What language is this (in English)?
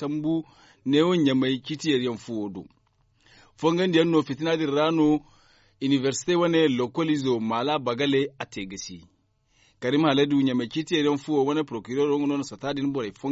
Zarma